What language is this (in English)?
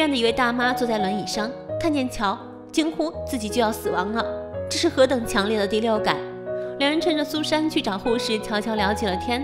Chinese